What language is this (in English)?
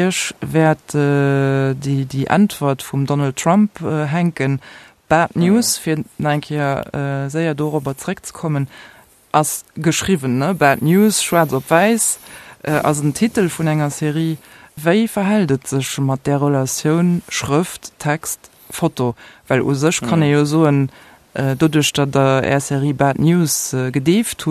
Luxembourgish